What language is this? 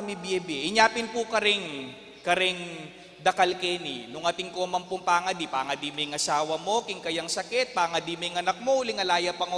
Pampanga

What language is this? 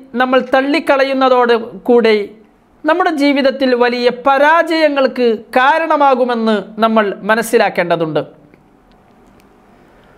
Malayalam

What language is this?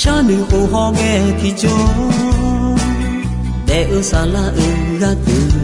Akha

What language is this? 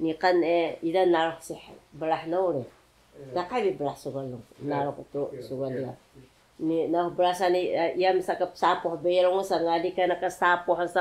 Taroko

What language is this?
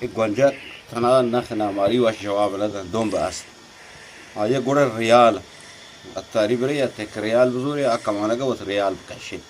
Eastern Balochi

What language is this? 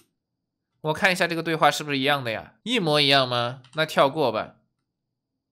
Chinese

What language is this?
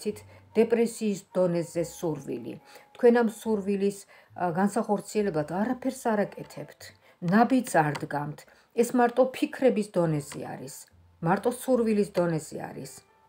Georgian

